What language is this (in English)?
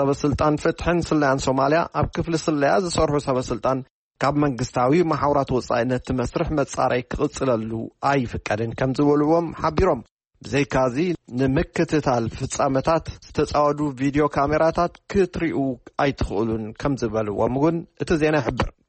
Tigrinya